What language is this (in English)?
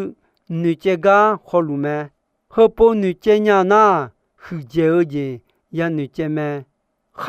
Akha